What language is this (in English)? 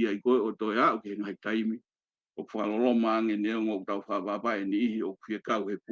Tongan